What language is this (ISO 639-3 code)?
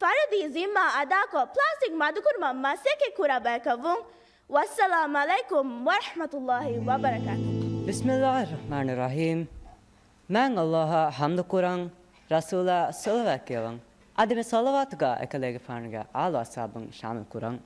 div